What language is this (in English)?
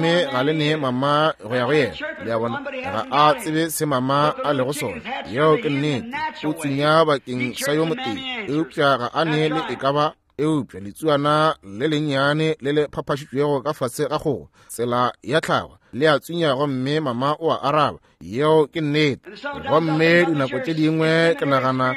Northern Sotho